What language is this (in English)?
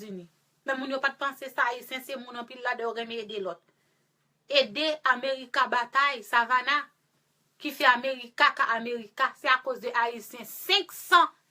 Haitian Creole